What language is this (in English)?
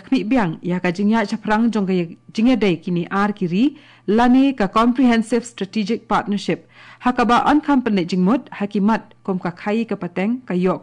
Khasi